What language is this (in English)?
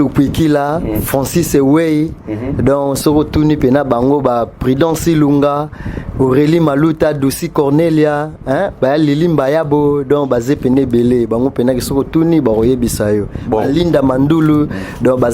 Lingala